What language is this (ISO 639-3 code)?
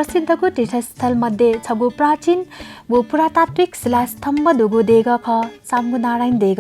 new